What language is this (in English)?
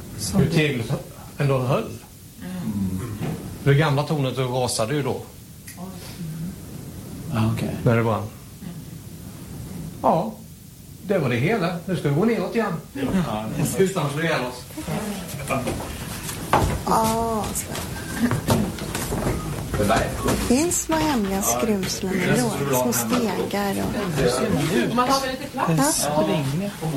Swedish